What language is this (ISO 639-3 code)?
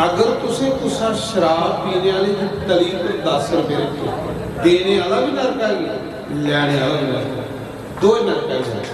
doi